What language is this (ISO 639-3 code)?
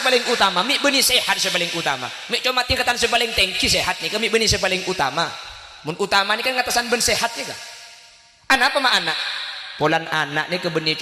mad